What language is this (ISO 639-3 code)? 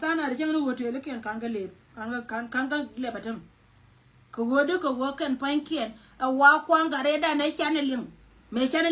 nus